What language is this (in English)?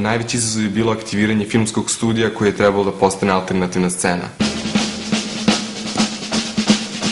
Serbian